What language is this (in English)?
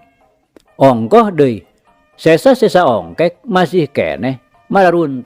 Sundanese